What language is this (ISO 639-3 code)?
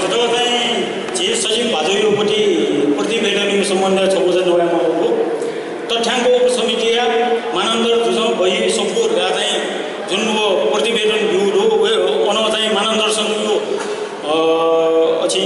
new